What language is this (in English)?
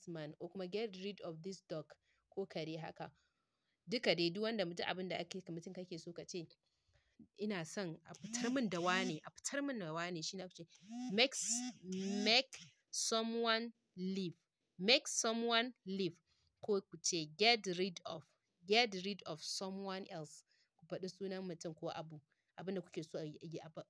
Hausa